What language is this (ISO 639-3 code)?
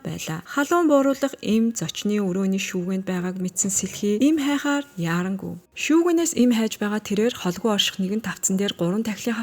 mon